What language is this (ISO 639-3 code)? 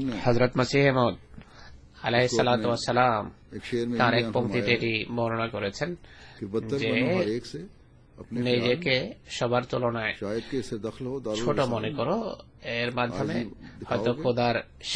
ben